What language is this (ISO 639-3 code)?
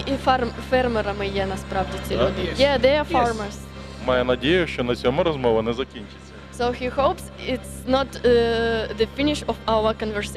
ukr